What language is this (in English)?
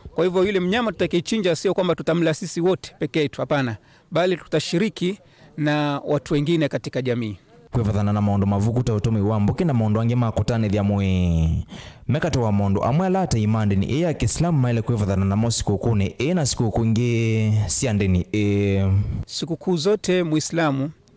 Kamba